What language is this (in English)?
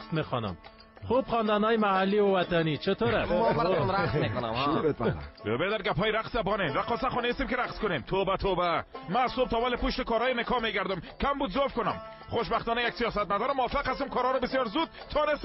Persian